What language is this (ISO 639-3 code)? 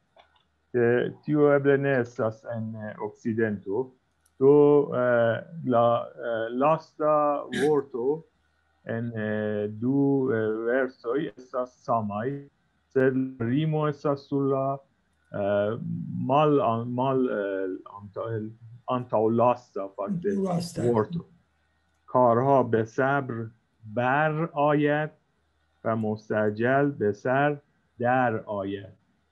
epo